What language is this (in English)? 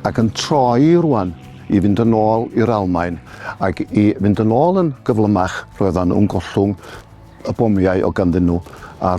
Welsh